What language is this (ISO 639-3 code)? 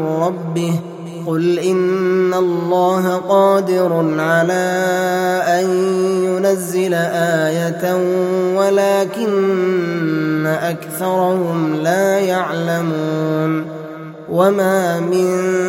ara